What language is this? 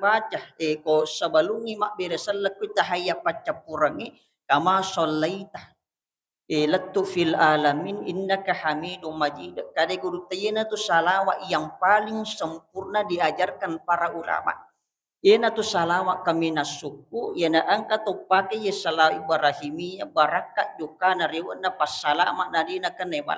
Buginese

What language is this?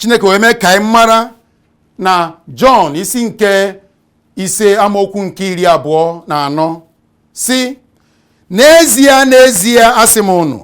Igbo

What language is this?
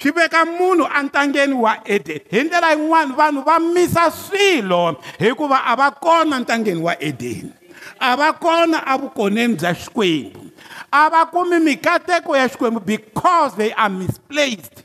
Tsonga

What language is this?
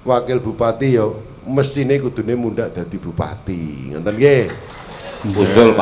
Javanese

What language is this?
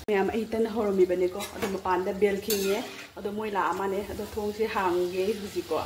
Manipuri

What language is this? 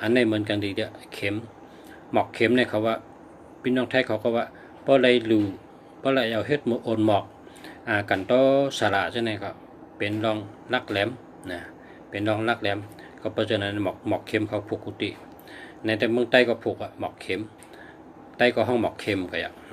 Shan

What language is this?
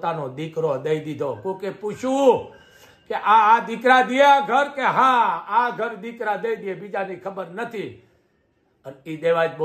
Gujarati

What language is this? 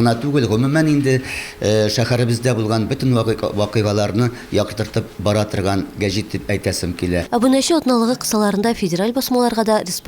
Tatar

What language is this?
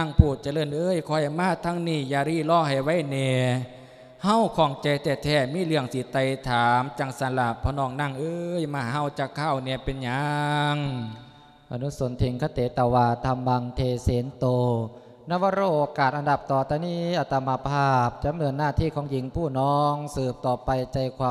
Lao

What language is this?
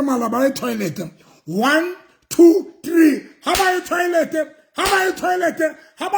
Southern Sotho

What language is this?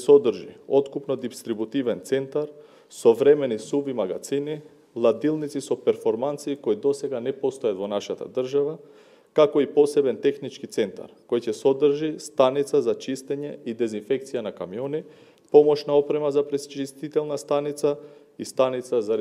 Macedonian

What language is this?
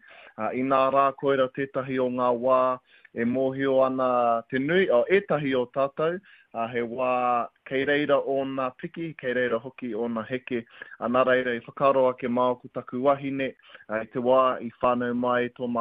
Māori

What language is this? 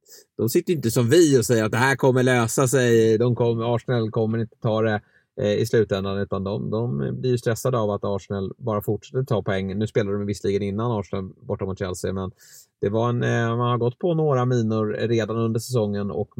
Swedish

